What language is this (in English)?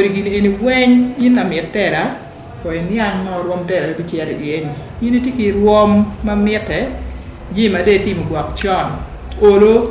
Acoli